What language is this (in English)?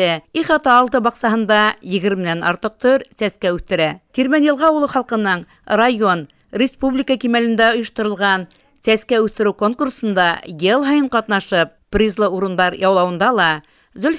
Bashkir